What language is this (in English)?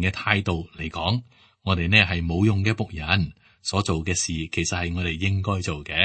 Cantonese